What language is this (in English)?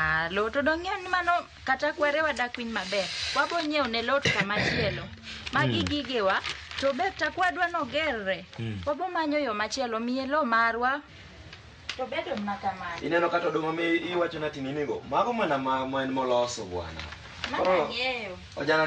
Luo (Kenya and Tanzania)